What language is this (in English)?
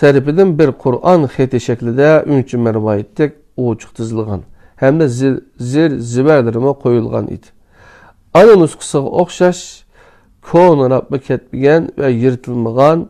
Uyghur